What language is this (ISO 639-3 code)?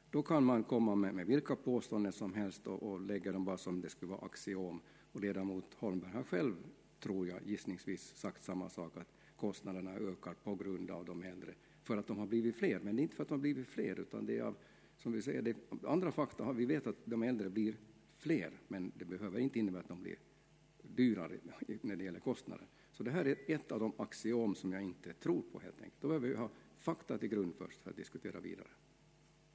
swe